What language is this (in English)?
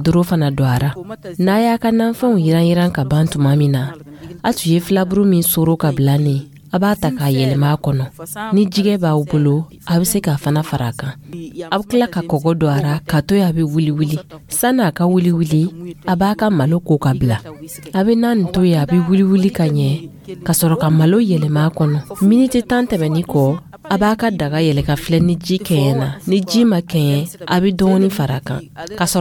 Dyula